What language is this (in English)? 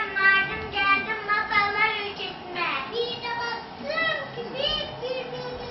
Turkish